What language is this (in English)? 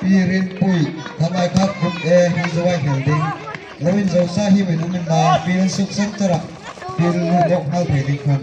Hmar